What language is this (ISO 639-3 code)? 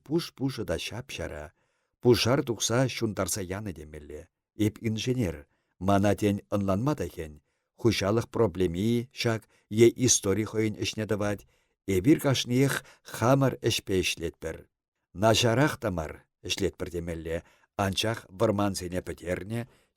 chv